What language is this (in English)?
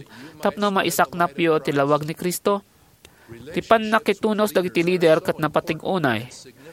Iloko